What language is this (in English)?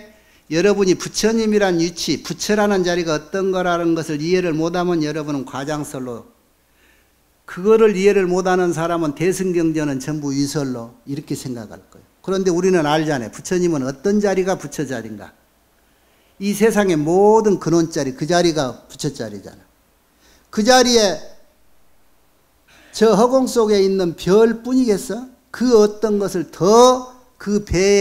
Korean